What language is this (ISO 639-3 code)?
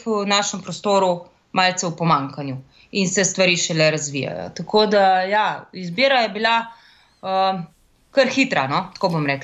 slv